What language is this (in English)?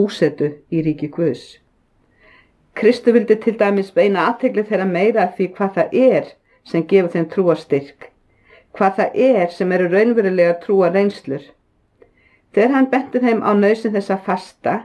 Icelandic